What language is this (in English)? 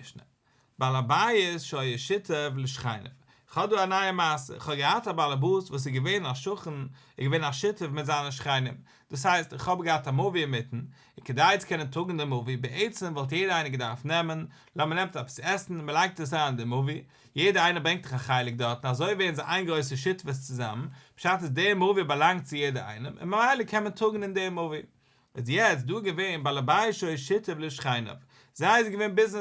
Yiddish